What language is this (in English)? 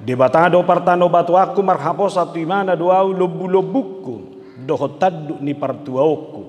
Batak Toba